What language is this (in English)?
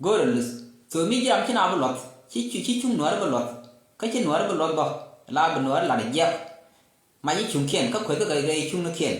Nuer